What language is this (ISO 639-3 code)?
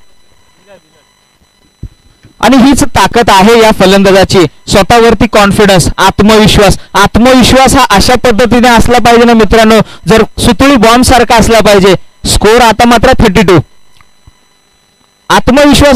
mar